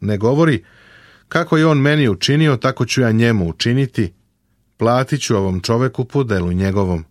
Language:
Serbian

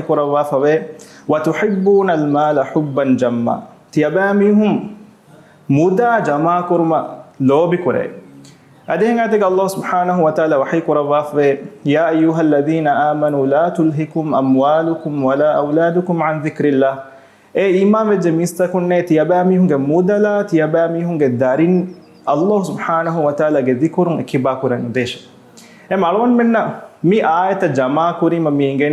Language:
Divehi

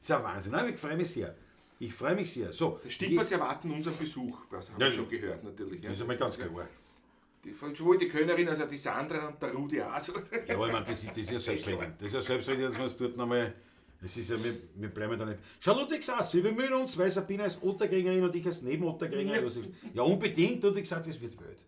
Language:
Bavarian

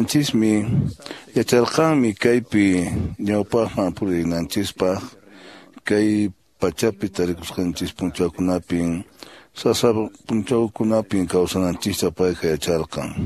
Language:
Quechua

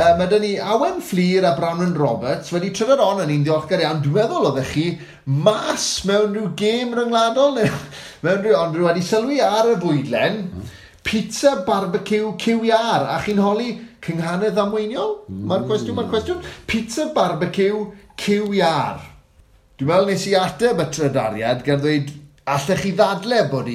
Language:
Welsh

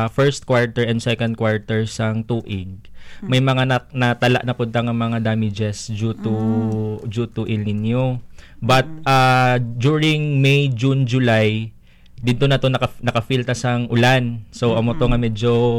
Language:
Hiligaynon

